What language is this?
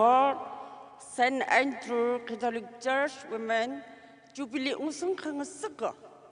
Tangkhul Naga (India)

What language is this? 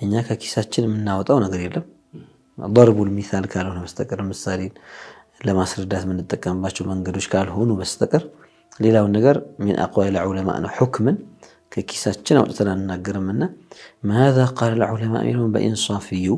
Amharic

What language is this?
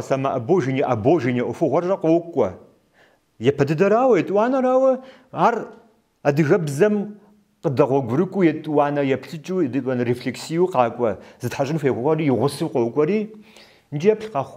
Kabardian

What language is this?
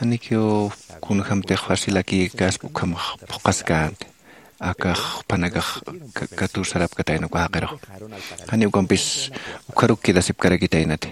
Aymara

